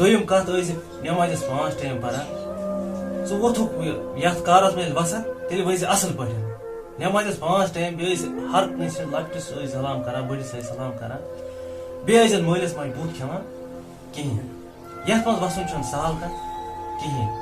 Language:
Kashmiri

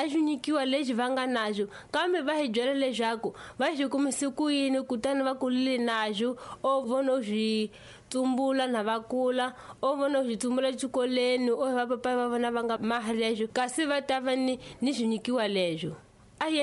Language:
Tsonga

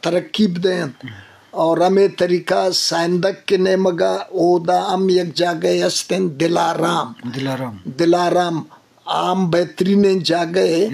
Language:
Eastern Balochi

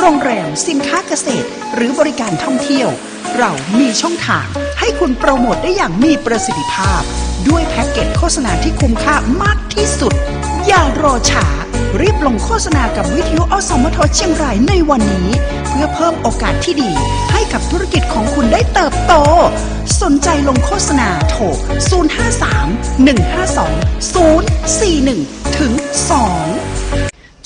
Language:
Thai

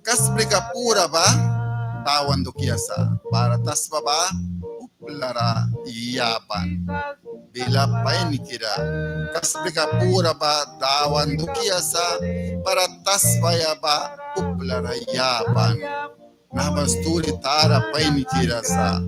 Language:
Mískito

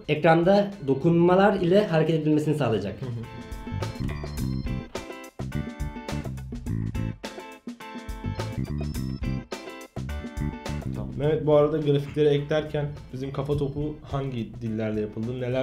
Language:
Turkish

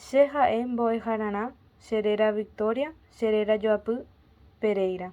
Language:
Guarani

